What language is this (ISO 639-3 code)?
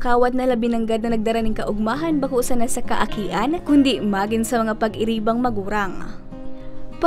bik